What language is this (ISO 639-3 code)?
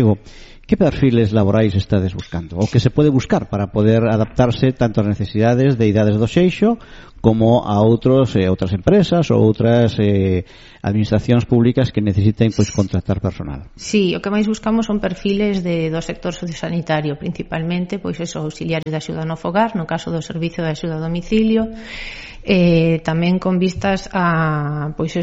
glg